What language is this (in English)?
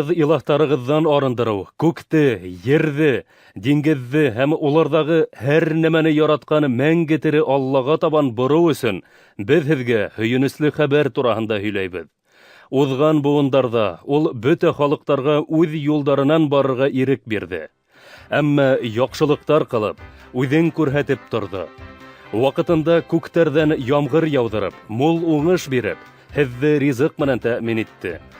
Bashkir